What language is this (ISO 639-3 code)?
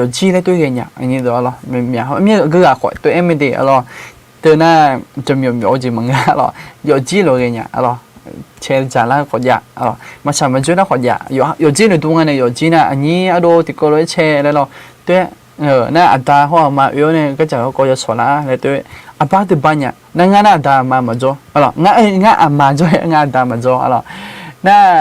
ahk